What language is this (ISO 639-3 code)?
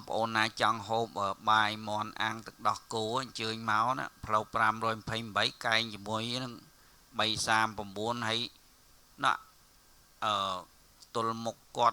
khm